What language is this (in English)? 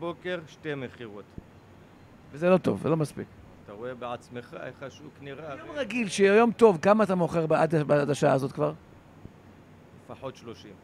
Hebrew